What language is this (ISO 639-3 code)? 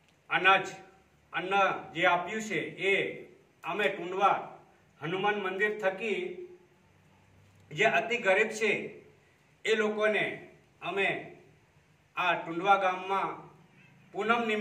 guj